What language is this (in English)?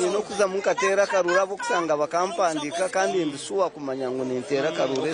Nyankole